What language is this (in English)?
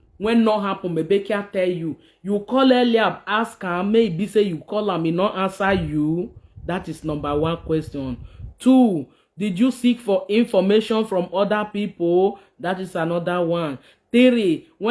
Nigerian Pidgin